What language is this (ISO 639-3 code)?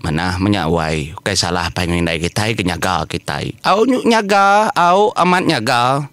iba